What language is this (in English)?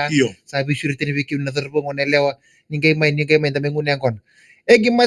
Fijian